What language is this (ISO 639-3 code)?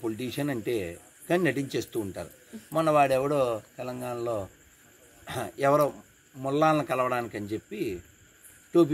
tel